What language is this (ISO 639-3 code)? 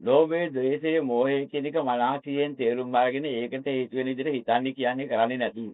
sin